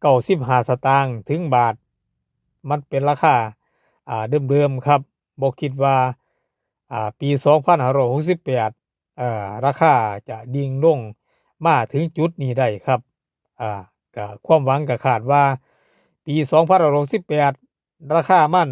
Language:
Northeastern Thai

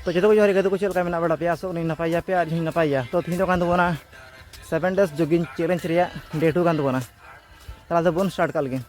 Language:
Santali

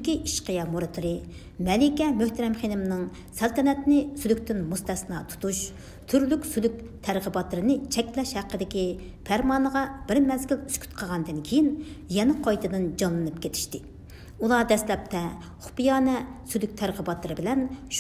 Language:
Uyghur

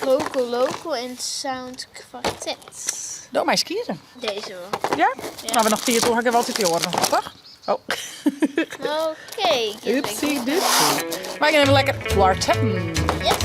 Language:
Western Frisian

